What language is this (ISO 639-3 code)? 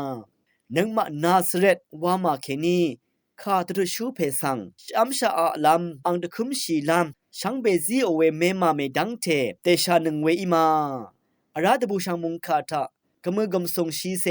raw